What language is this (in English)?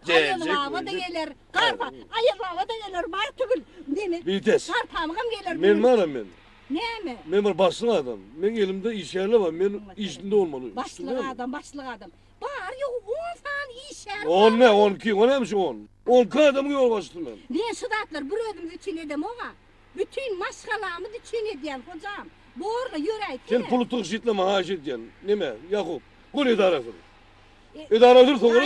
Turkmen